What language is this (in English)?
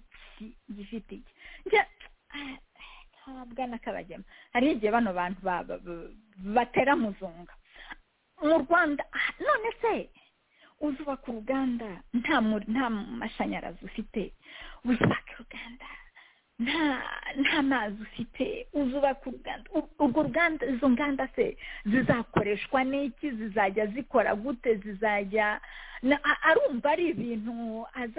Kinyarwanda